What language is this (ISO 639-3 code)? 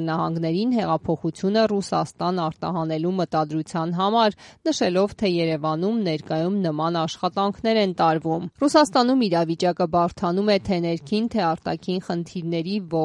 hye